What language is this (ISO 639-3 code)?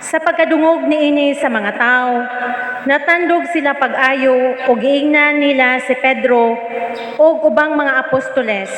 ceb